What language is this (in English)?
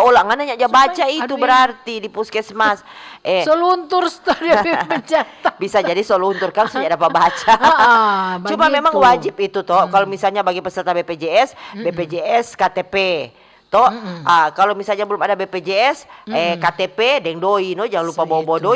Manado Malay